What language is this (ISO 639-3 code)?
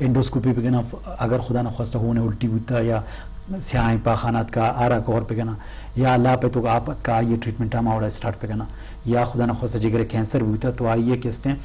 bgp